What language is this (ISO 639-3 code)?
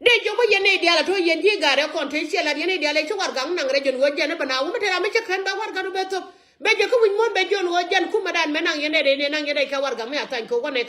nus